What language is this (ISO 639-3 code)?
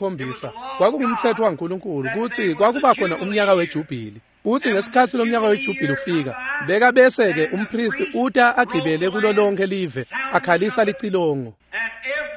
ssw